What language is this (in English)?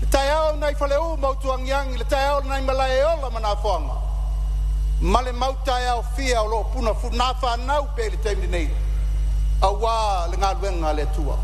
Samoan